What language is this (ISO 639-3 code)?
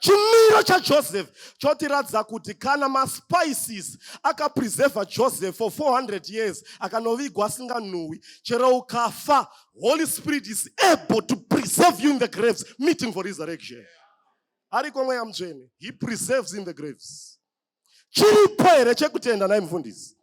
sna